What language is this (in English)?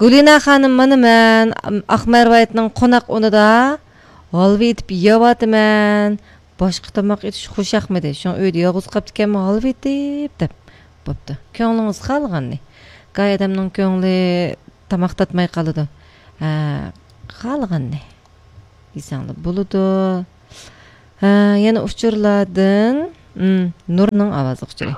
Uyghur